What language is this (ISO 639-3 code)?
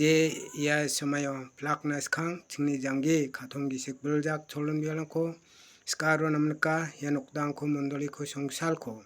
grt